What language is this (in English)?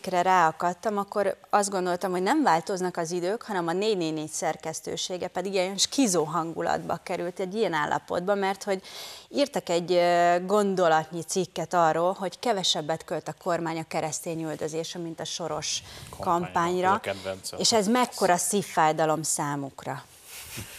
Hungarian